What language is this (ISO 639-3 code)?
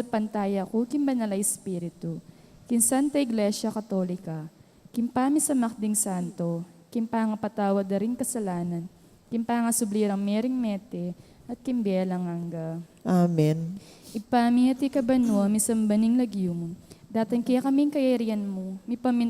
pam